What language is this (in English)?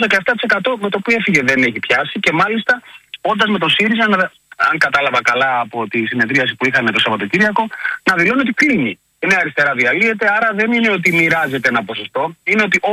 Greek